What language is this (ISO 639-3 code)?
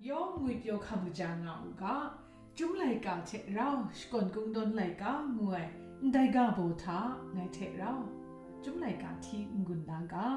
kac